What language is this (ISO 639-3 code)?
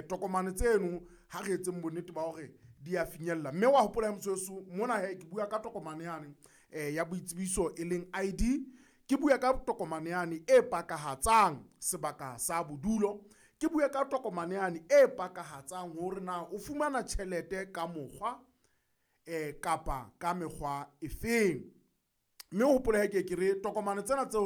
sot